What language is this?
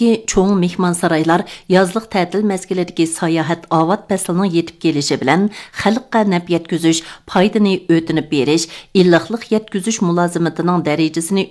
Uyghur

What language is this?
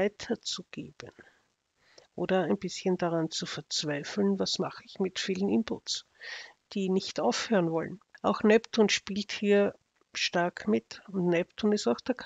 German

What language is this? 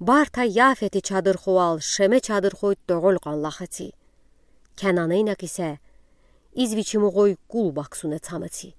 Udi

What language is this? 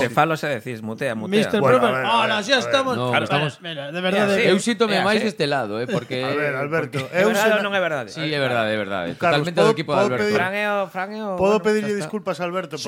Galician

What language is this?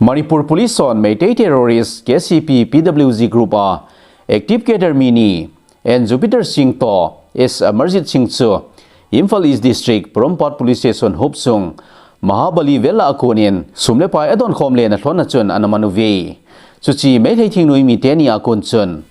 Thado Chin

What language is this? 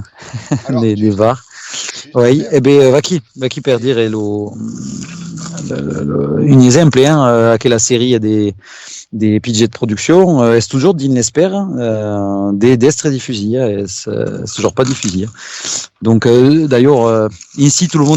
Occitan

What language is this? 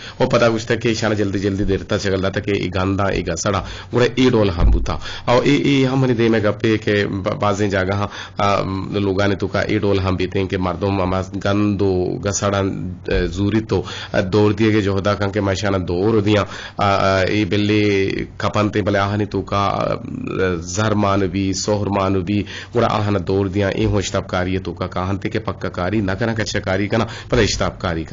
Eastern Balochi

